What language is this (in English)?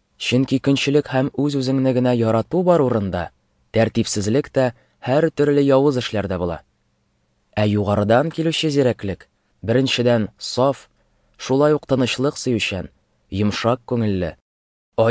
Tatar